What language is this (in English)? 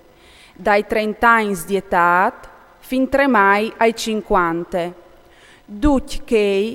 Friulian